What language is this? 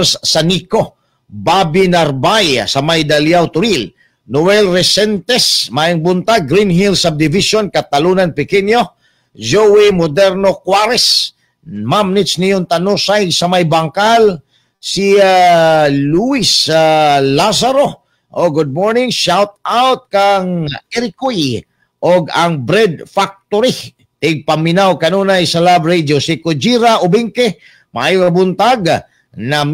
Cebuano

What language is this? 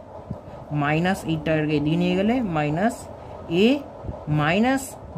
Bangla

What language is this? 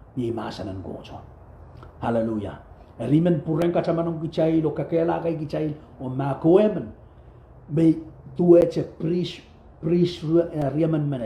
Pohnpeian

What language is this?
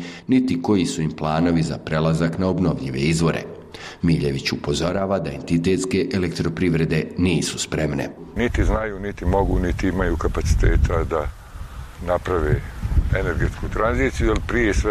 Bosnian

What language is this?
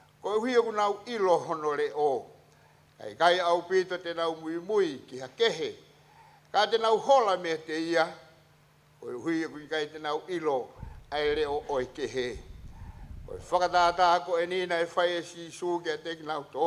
Tongan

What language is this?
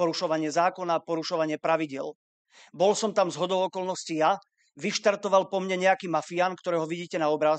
Slovak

